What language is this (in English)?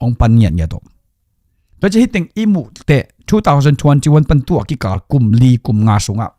Tedim Chin